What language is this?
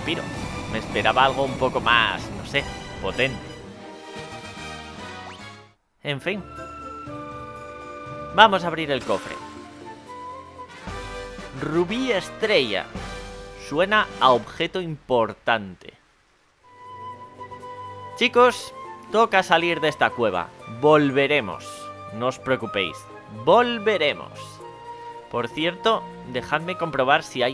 Spanish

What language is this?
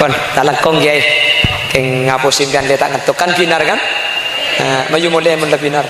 Madurese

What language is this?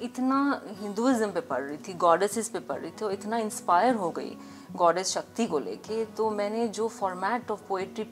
Hindi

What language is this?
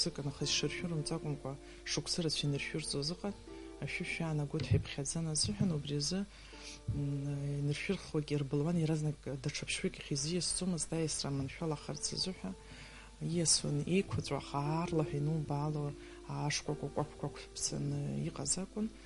Abkhazian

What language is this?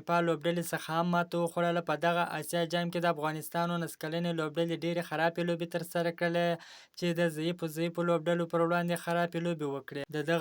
Pashto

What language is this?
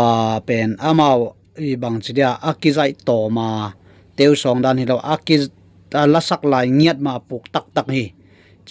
Tedim Chin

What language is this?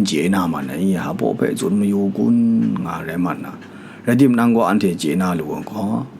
Kachin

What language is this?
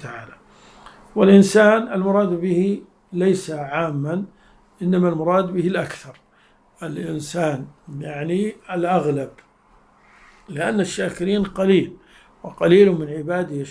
Arabic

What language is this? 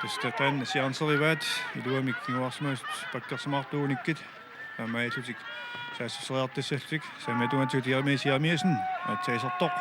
Kalaallisut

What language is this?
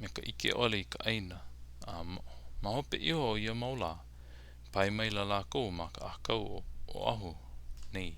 Hawaiian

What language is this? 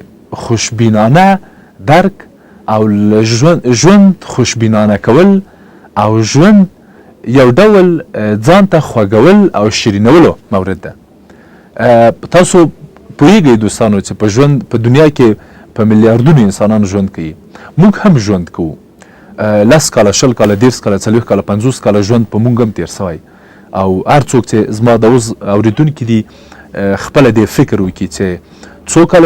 Pashto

